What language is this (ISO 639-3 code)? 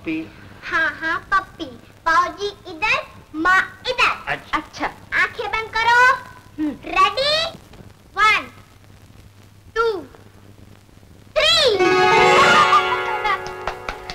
hin